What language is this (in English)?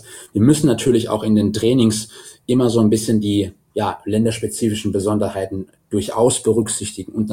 German